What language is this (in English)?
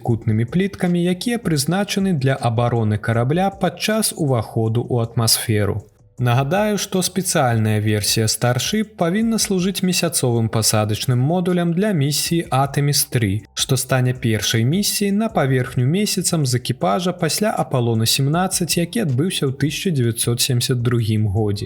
Belarusian